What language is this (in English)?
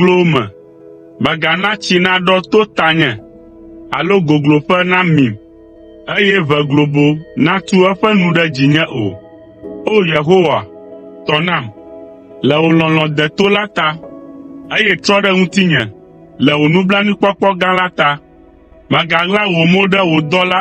Ewe